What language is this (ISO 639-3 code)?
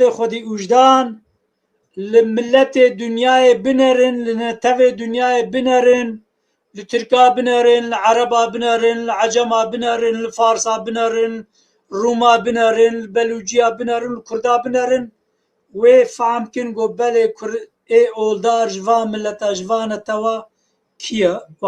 kur